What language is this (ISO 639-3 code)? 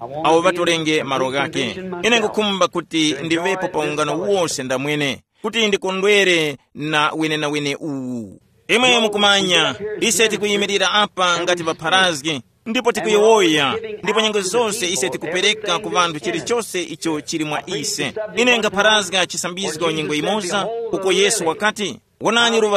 tum